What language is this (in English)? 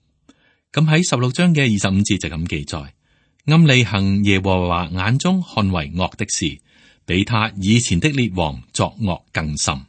Cantonese